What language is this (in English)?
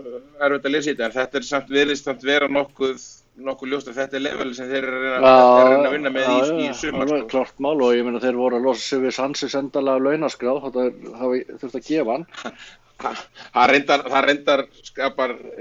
Icelandic